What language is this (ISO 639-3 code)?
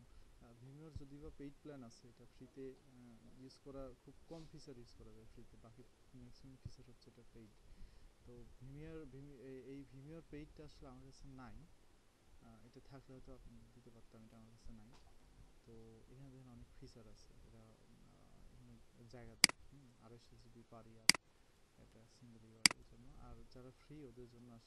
ben